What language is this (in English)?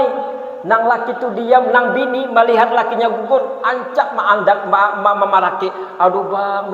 Banjar